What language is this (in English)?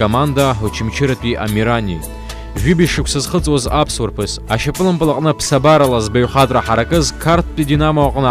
Abkhazian